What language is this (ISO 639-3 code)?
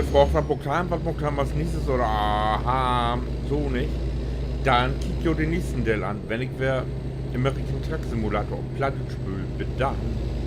nds